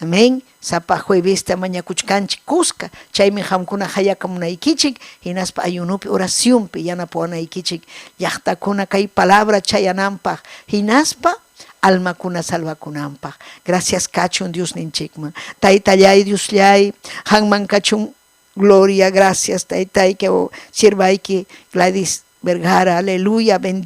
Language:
Ayacucho Quechua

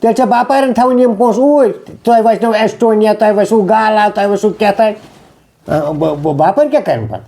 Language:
Kashmiri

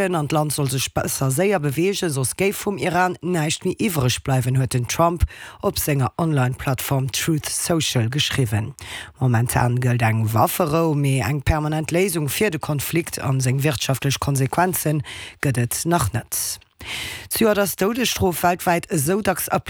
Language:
Luxembourgish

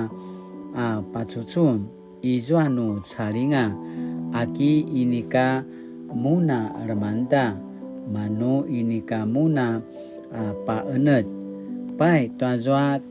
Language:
Paiwan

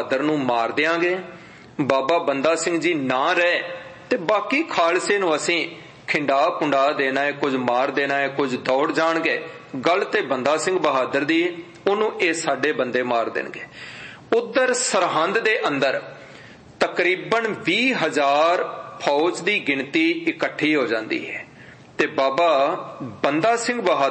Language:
Punjabi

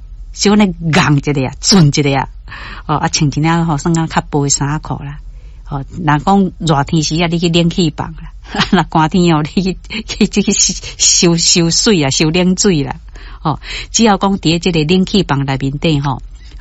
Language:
Min Nan Chinese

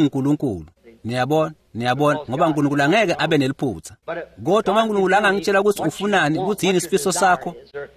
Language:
Swati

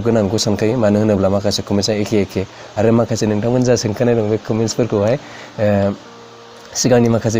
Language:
Bodo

